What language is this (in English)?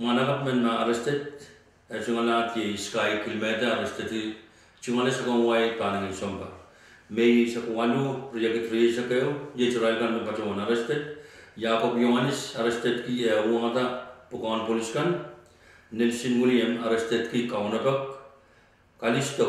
Pohnpeian